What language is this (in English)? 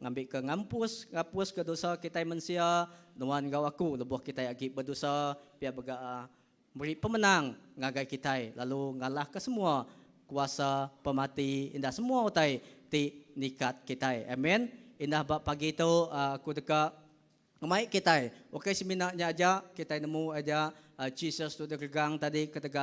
Iban